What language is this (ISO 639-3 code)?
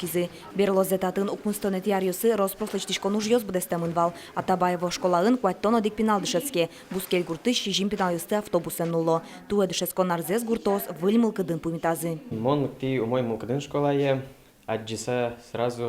udm